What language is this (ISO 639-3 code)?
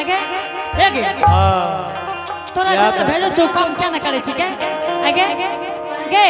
anp